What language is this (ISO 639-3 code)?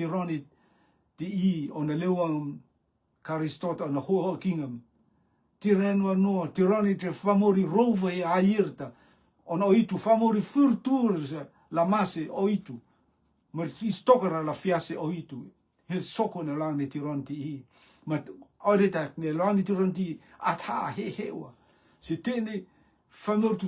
rtm